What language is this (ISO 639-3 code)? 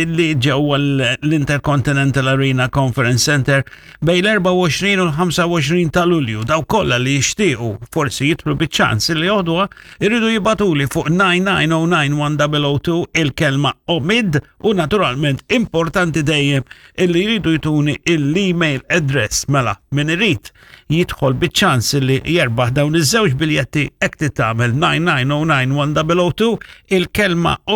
mlt